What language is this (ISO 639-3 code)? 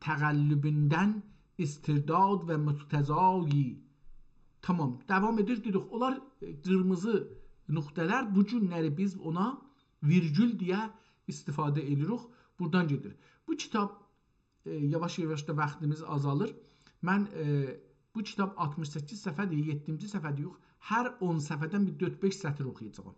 azb